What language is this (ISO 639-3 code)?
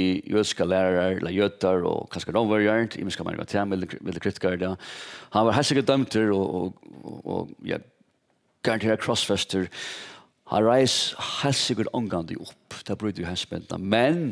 fao